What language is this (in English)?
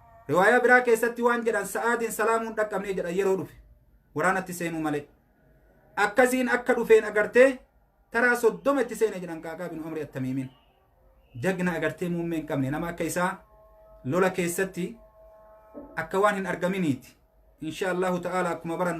Oromo